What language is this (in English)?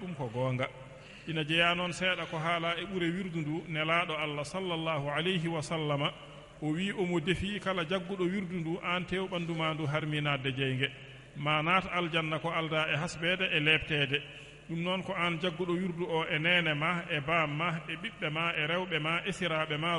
Fula